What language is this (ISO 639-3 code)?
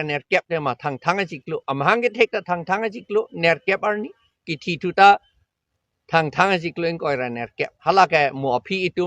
mjw